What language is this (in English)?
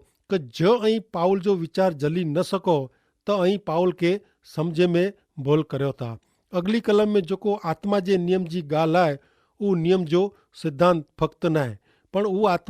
Kachhi